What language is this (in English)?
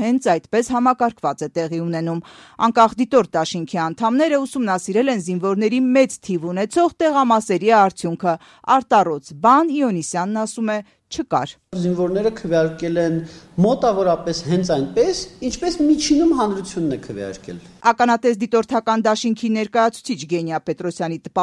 Armenian